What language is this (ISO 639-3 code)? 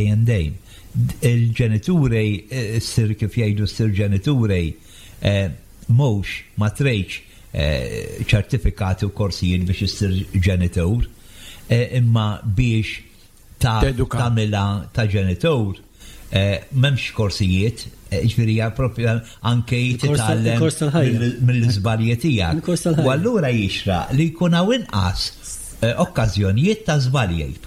mlt